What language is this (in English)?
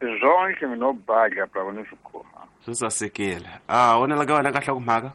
Tsonga